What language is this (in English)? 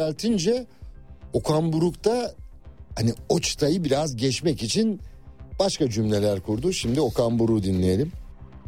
Turkish